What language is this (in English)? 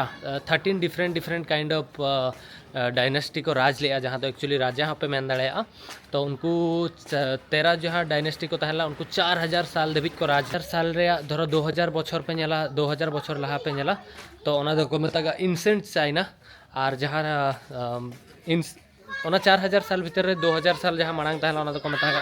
Santali